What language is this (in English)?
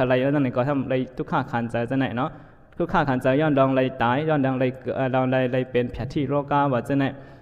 Shan